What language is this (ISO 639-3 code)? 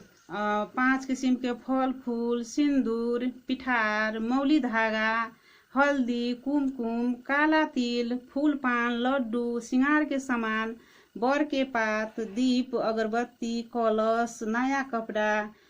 mai